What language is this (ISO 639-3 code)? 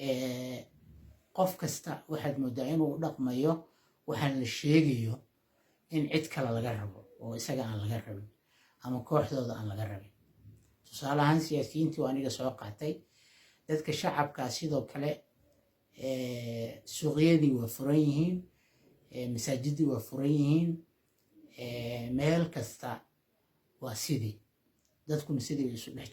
som